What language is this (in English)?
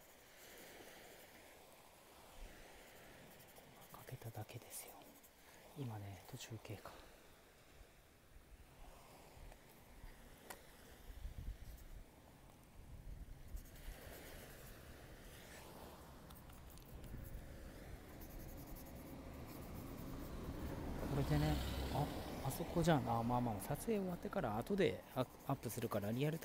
Japanese